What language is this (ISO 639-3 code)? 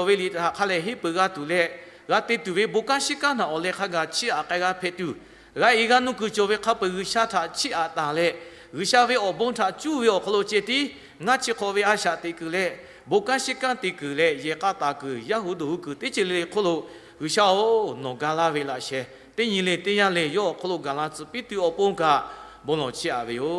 lhu